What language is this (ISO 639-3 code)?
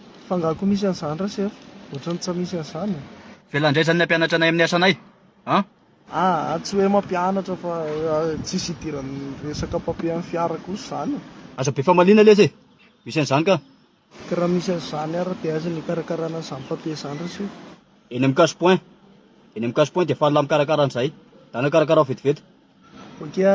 mlg